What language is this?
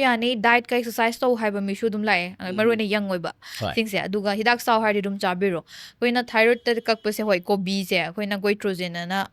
Manipuri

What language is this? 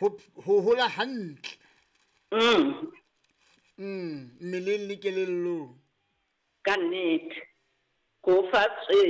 Southern Sotho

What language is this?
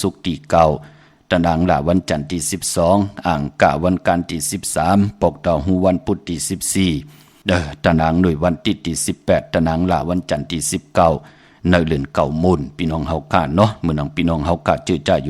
Shan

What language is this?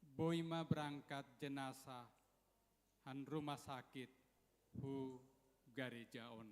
Batak Simalungun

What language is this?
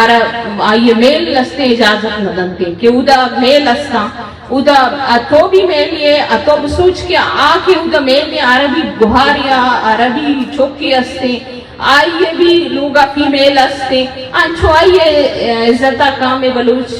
Eastern Balochi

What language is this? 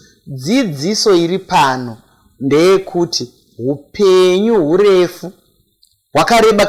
Shona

